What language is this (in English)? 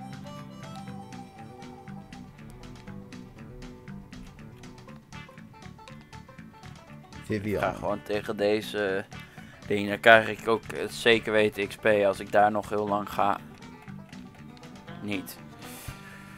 Dutch